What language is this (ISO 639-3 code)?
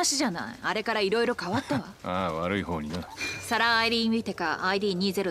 jpn